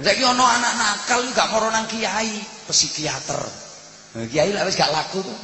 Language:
Javanese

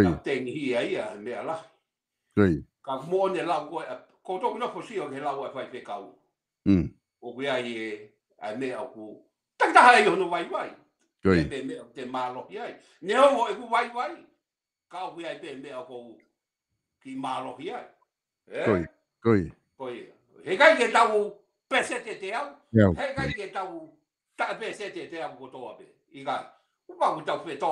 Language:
Tongan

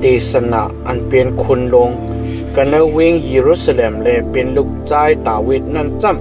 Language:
Shan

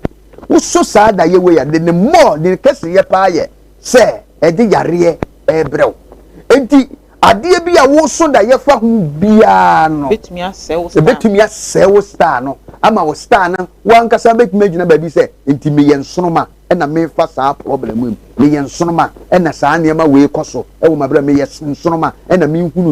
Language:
Akan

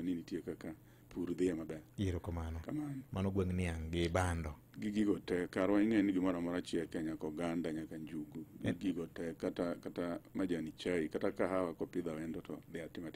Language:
Luo (Kenya and Tanzania)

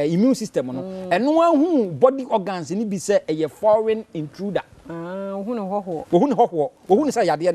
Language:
Akan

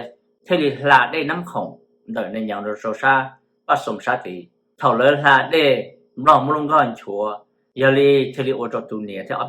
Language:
Hmong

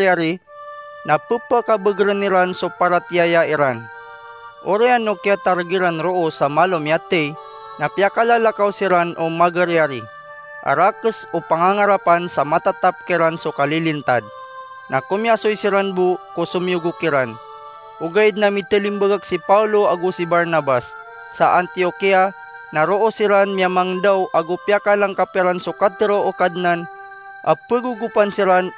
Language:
Maranao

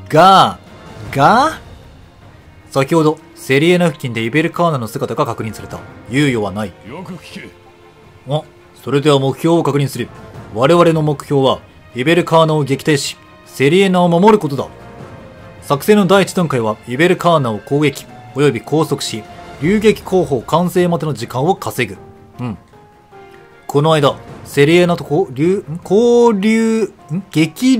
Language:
Japanese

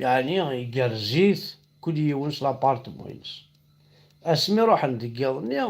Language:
Kabyle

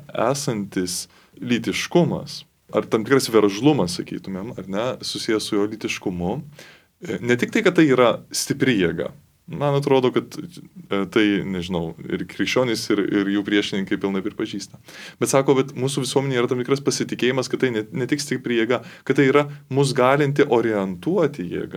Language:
Lithuanian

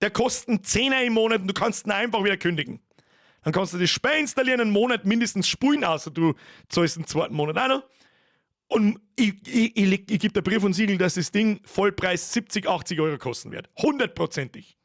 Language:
Bavarian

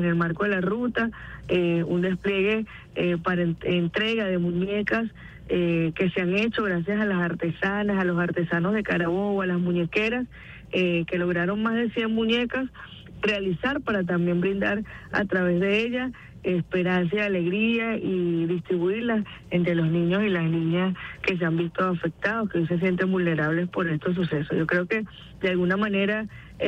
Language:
Spanish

